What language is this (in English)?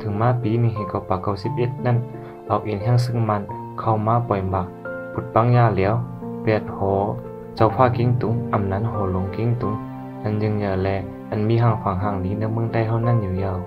Shan